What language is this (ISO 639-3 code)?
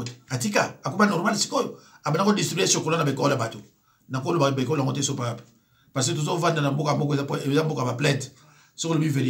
lin